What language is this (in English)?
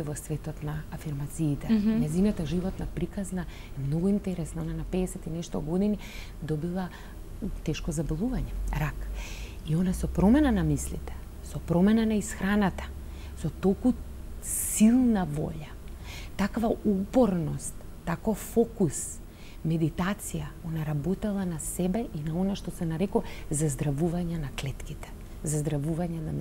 Macedonian